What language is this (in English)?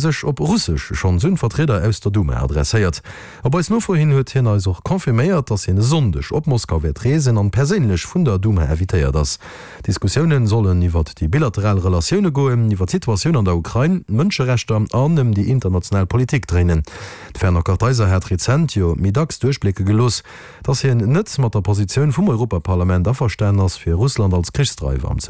Luxembourgish